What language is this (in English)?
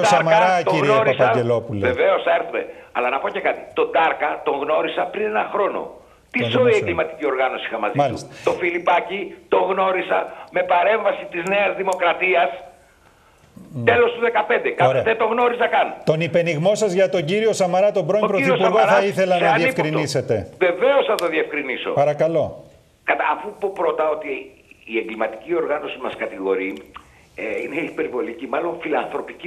Greek